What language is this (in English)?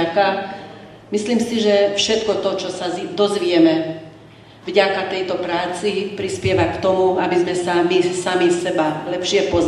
Slovak